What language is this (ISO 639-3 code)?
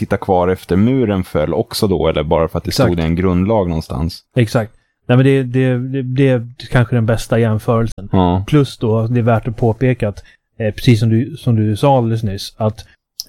swe